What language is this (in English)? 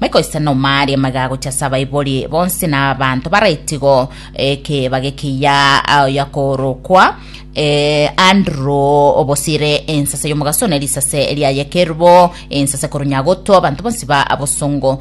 Gusii